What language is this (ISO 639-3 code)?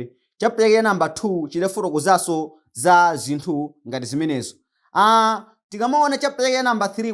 nya